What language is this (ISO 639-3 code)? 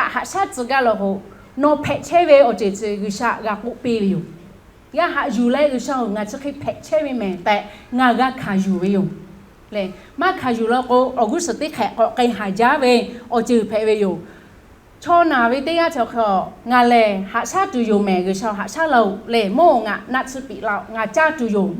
lhu